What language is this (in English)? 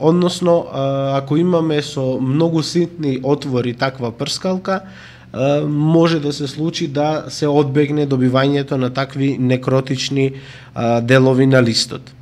Macedonian